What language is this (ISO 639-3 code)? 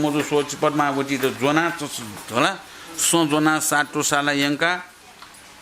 new